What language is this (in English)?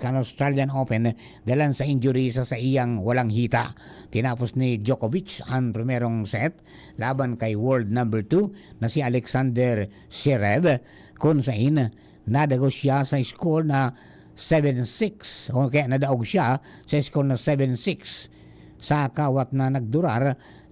Bikol